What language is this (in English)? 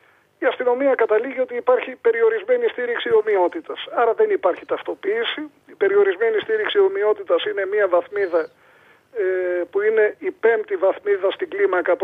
Greek